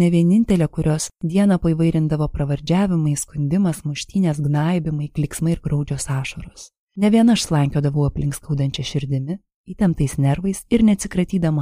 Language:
Lithuanian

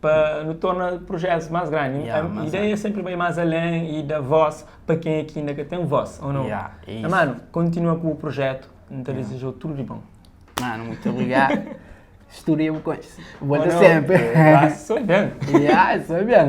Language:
Kabuverdianu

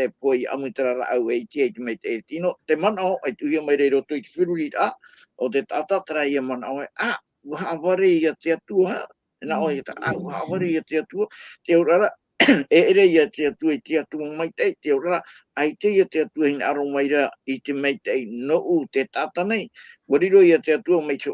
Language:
Tahitian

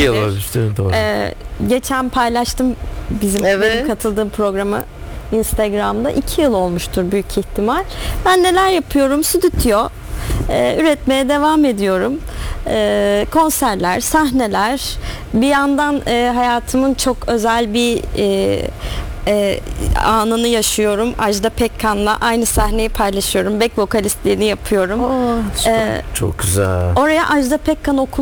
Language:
Turkish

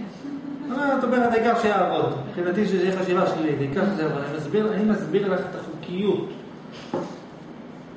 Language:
Hebrew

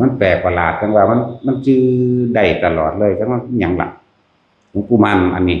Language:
Northeastern Thai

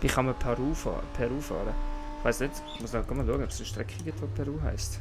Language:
Swiss German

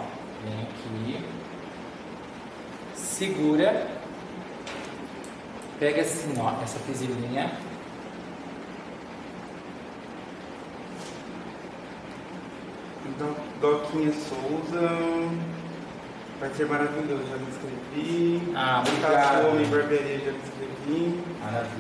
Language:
Portuguese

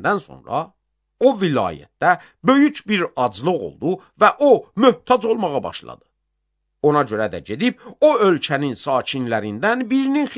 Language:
Azerbaijani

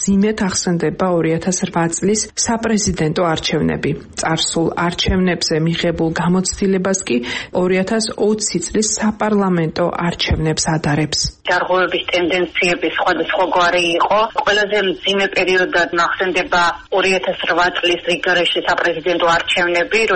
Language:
Georgian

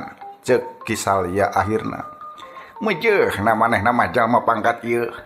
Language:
Sundanese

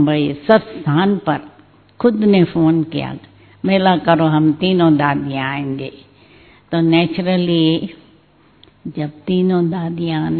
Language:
Hindi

